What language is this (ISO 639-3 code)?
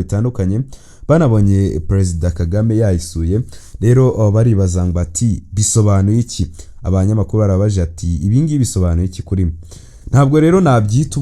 kin